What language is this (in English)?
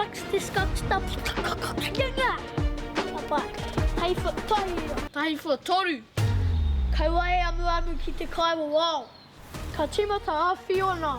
Māori